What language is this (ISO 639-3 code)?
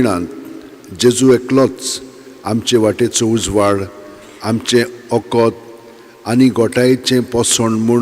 kok